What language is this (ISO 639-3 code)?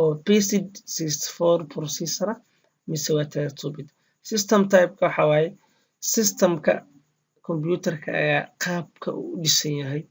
som